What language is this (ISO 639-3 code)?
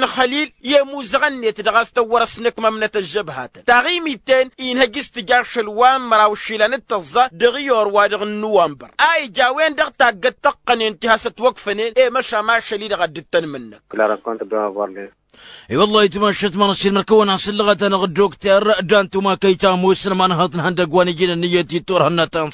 taq